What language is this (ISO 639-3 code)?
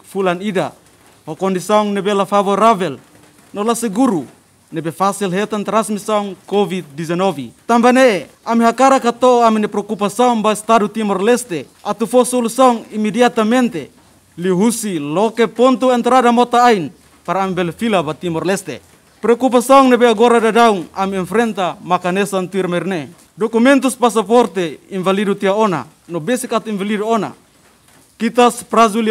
tet